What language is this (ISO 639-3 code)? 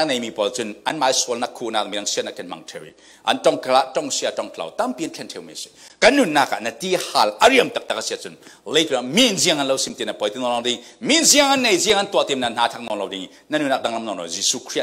cfm